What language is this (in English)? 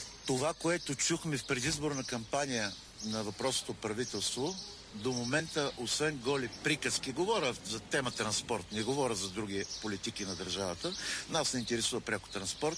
Bulgarian